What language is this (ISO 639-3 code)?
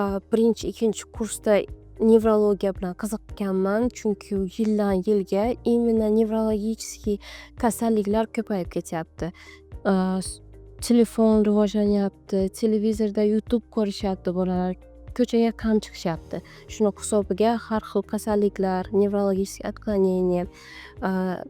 uzb